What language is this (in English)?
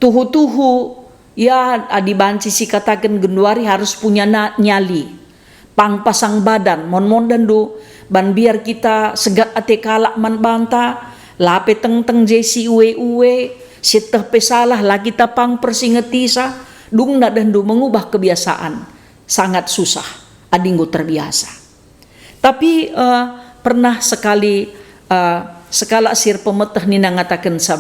Batak Karo